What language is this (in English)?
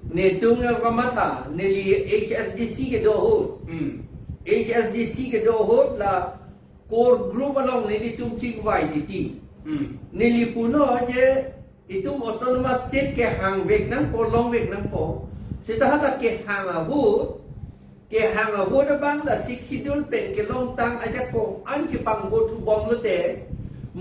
Karbi